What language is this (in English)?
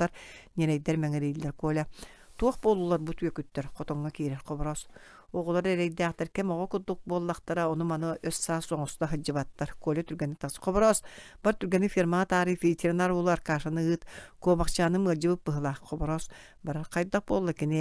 Yakut